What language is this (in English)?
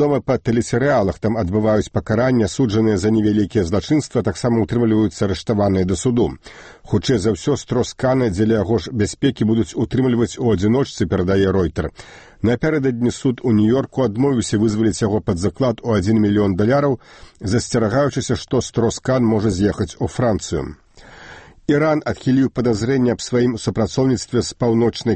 Belarusian